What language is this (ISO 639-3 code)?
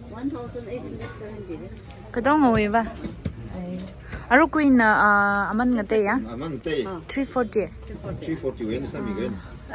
nmf